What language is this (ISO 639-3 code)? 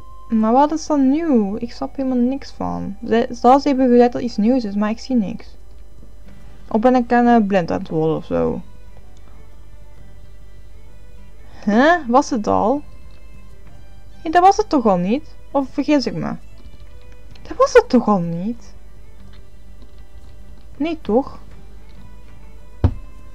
nld